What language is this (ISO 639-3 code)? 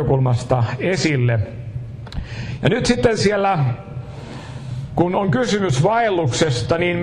fin